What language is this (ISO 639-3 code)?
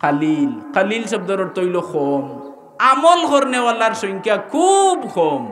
syl